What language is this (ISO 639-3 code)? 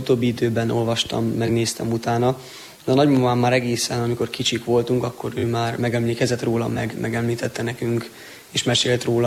hun